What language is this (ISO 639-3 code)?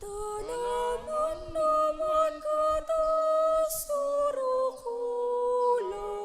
pam